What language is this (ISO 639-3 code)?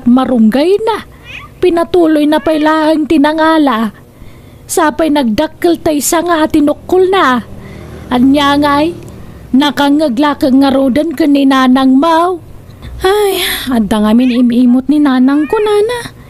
ilo